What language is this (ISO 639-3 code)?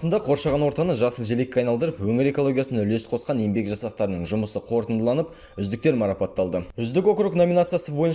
kaz